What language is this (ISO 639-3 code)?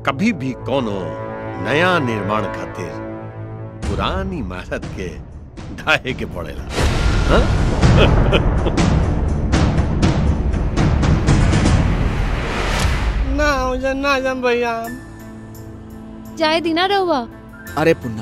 bho